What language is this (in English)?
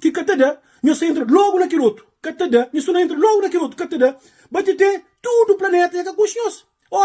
Kabuverdianu